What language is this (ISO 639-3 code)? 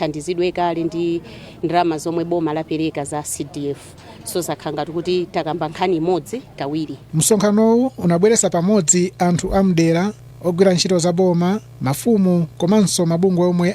nya